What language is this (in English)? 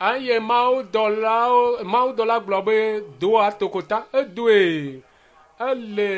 Ewe